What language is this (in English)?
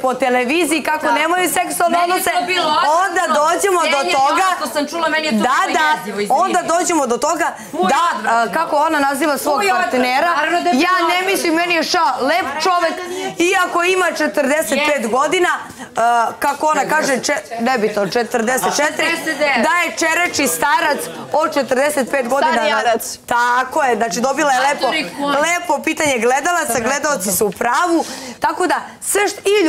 Serbian